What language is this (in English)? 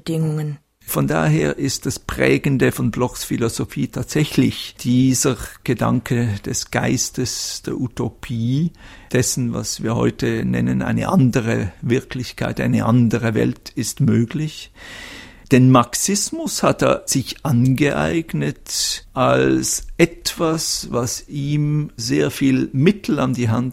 German